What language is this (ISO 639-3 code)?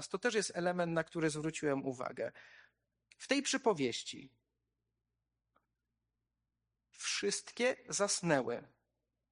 pol